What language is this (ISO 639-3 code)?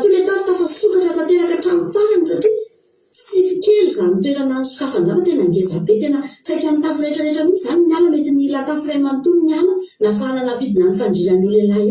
mlg